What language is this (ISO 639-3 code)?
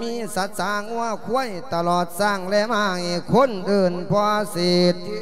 lao